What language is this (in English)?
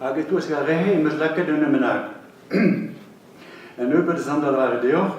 Breton